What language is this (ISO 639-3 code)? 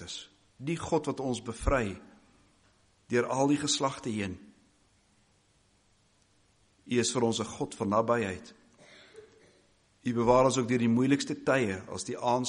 afr